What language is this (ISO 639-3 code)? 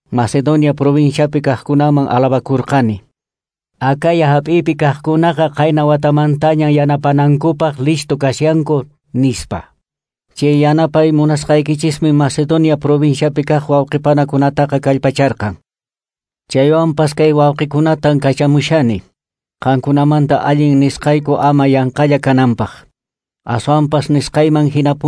que